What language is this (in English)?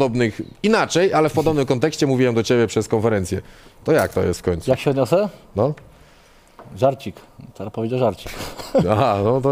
Polish